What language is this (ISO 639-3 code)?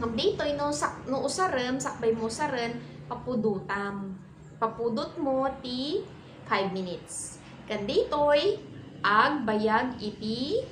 ilo